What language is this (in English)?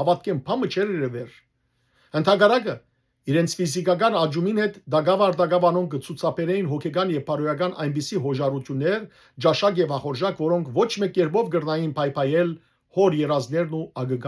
Western Armenian